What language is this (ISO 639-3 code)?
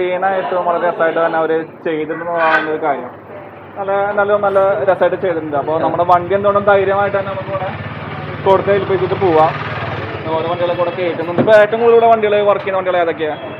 mal